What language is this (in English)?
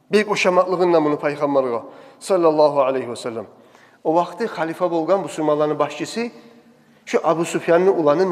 Kumyk